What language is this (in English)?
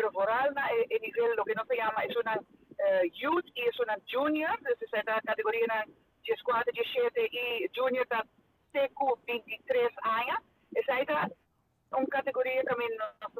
Papiamento